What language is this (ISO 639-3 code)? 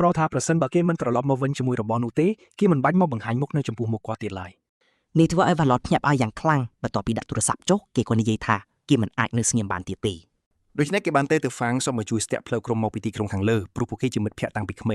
khm